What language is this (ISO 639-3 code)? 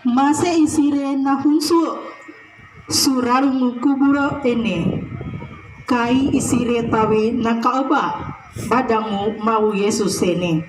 sxn